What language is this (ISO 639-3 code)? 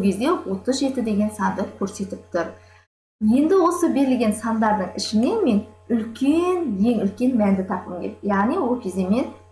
kaz